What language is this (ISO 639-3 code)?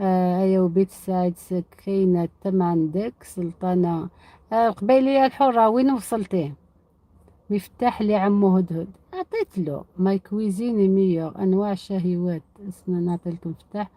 arq